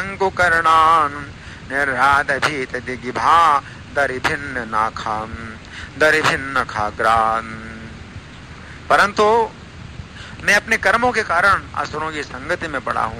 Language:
Hindi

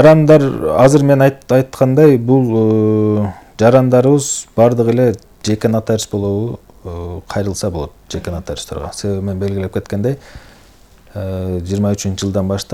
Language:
Kyrgyz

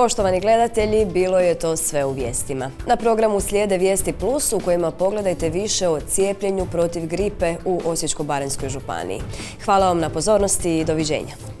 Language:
Croatian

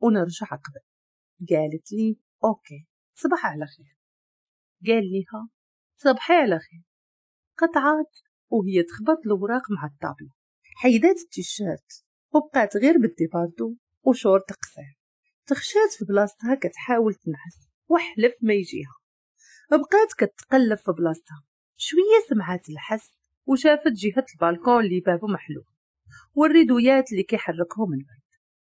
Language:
Moroccan Arabic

